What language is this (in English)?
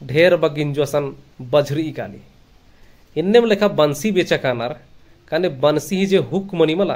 Kurukh